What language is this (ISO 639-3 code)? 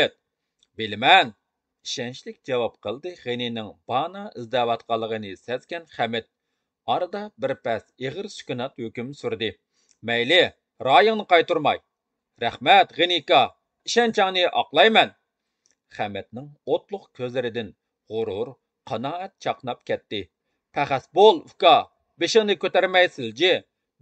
uig